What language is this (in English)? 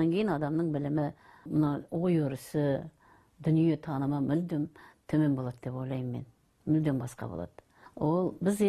Kazakh